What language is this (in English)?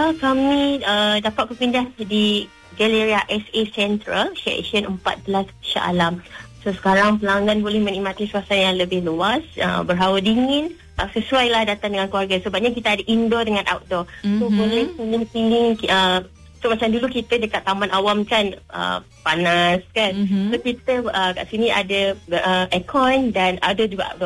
Malay